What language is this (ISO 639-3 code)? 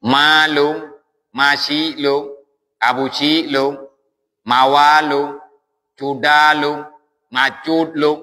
ace